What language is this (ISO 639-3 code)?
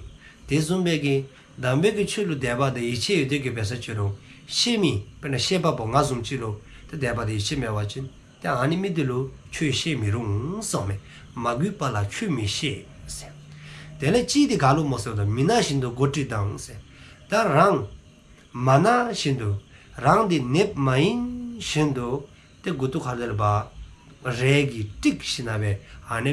dzo